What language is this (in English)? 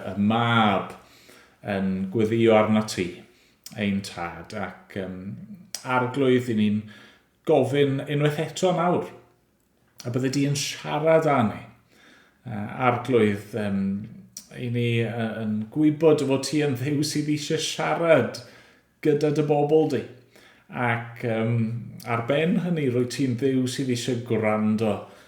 Welsh